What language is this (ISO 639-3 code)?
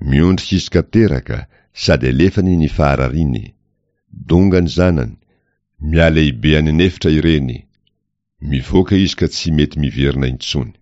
mlg